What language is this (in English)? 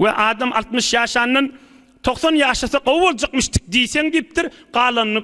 Turkmen